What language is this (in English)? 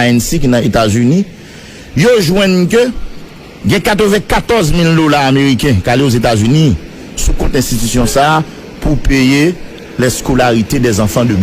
Haitian Creole